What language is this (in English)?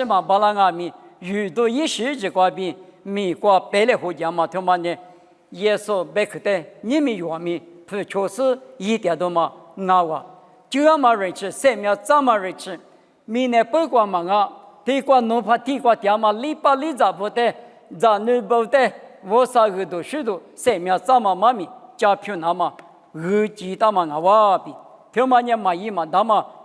Lisu